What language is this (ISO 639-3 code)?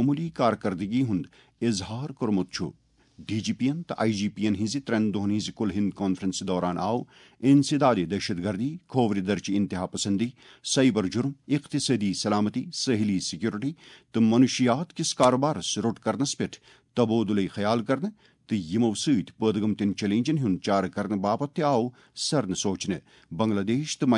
kas